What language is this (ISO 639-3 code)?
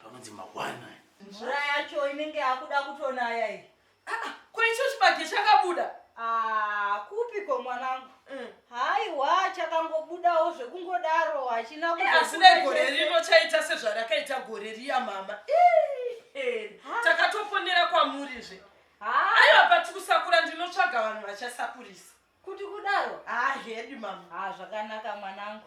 sna